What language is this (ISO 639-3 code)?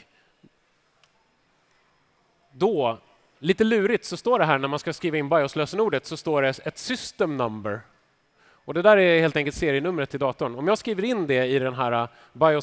swe